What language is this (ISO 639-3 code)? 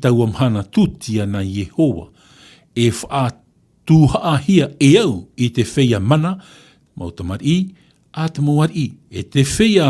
tah